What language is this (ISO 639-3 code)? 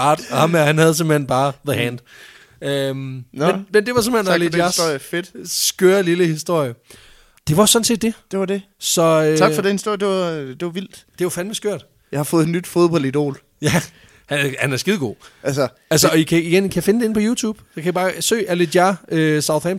dan